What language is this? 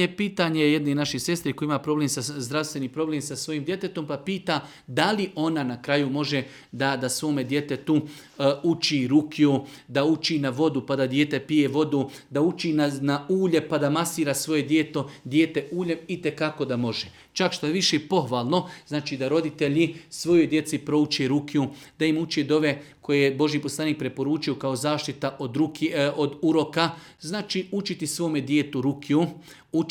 Bosnian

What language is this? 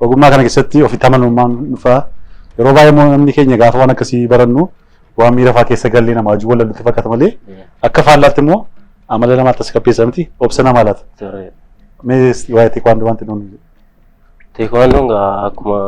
Oromo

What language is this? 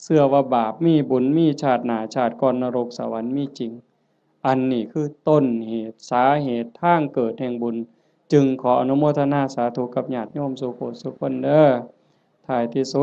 Northeastern Thai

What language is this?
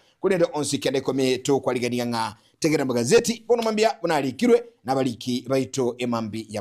Gusii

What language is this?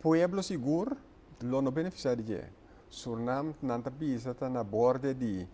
Papiamento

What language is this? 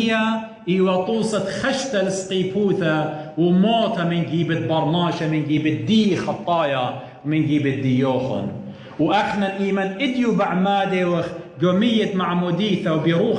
Assyrian Neo-Aramaic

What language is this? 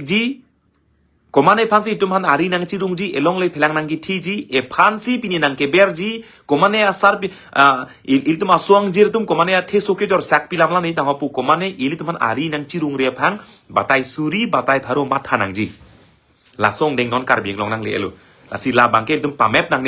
Karbi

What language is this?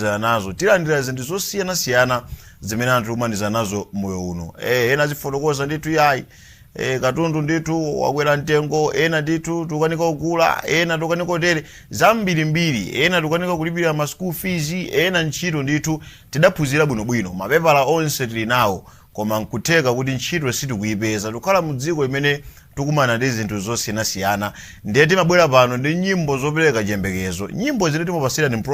Nyanja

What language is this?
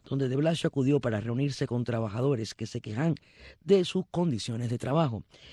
Spanish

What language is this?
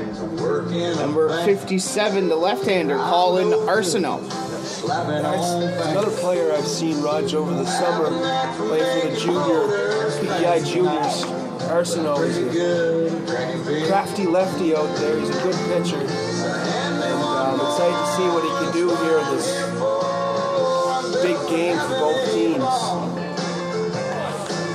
English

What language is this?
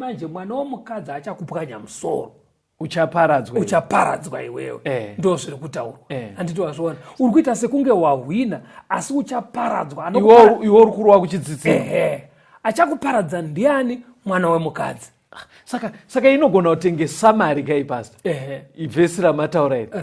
Shona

